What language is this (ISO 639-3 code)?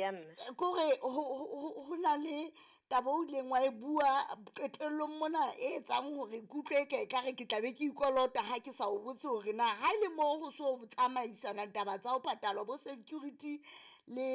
sot